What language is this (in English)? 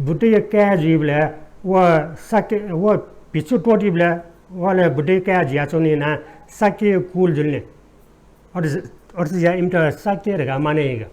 Newari